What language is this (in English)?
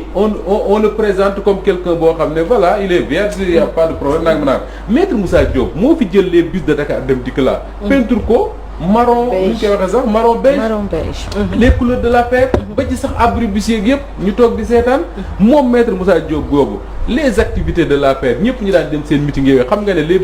Wolof